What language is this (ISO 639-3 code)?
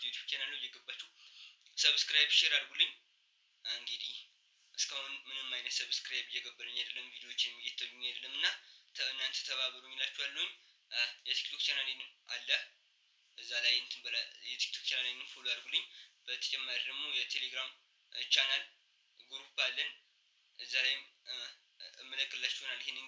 amh